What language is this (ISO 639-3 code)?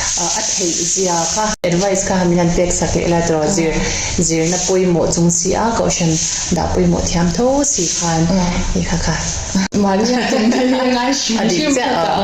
lus